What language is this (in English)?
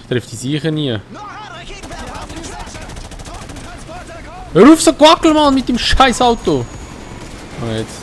Swiss German